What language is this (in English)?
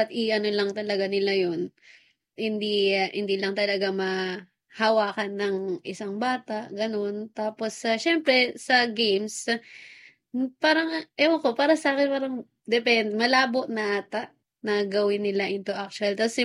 Filipino